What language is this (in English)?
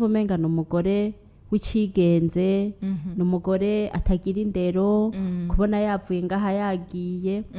Rundi